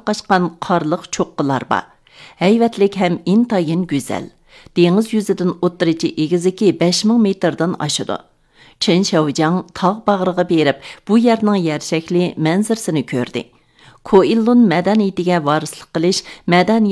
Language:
Uyghur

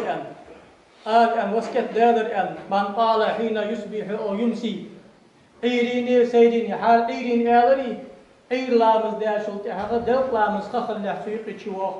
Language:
Ingush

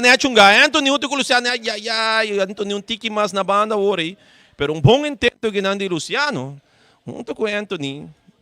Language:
Papiamento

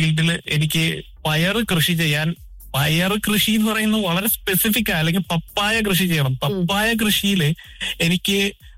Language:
Malayalam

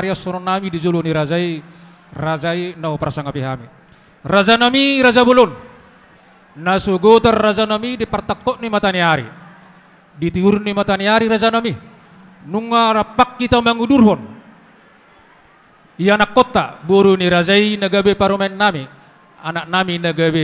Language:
Batak Toba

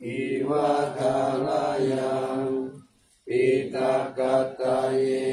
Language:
Pali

